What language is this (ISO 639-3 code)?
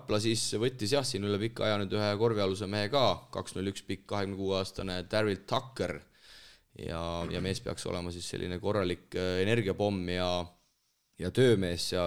est